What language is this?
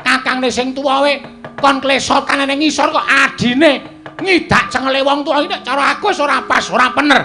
Javanese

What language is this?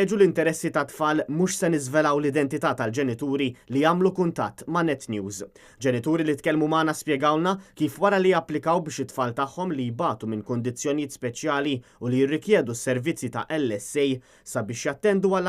Maltese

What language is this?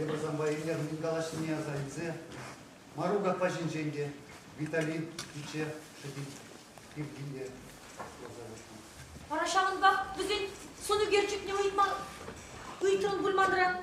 Chuvash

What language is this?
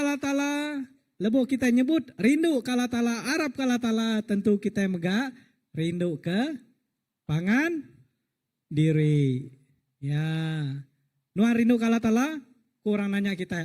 Iban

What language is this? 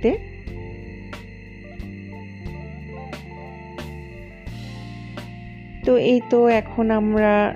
Bangla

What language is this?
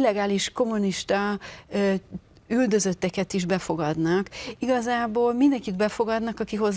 Hungarian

